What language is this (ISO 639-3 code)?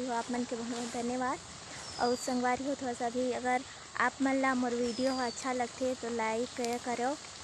hne